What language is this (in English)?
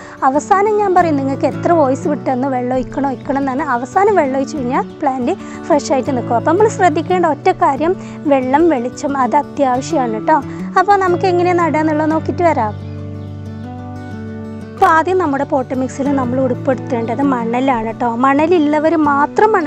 Malayalam